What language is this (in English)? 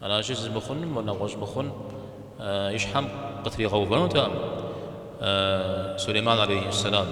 Kabardian